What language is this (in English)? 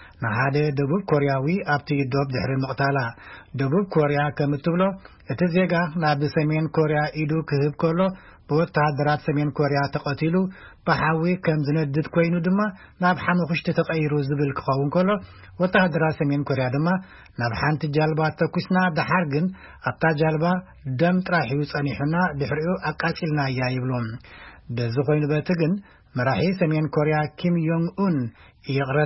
Tigrinya